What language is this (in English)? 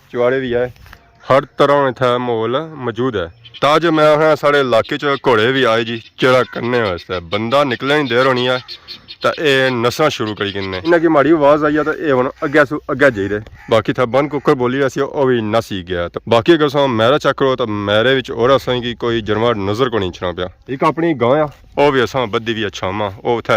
Pahari-Potwari